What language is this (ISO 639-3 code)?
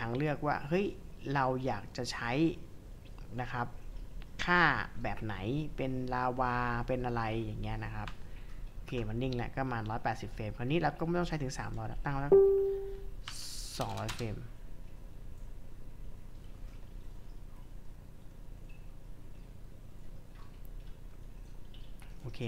tha